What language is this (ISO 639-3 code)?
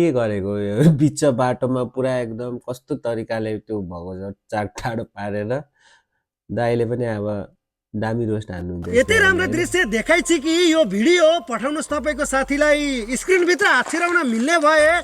nep